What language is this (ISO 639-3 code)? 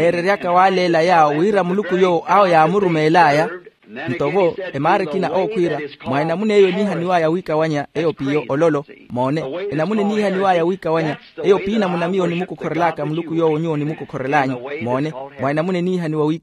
vmw